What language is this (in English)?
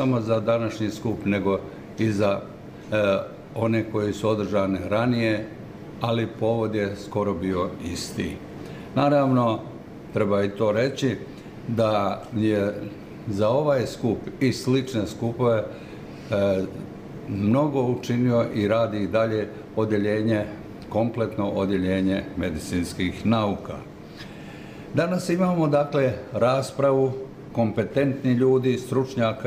Bosnian